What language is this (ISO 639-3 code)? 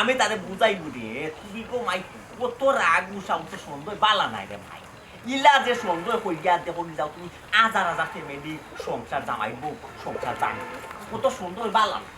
syl